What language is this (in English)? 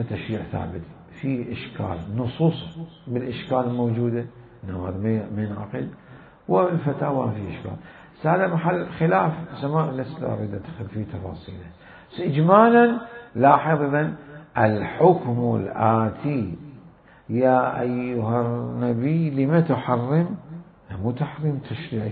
Mesopotamian Arabic